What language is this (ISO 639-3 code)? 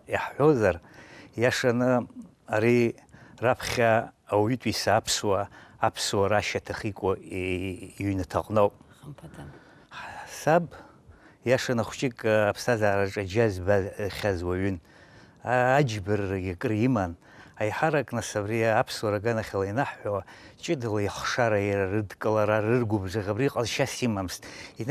abk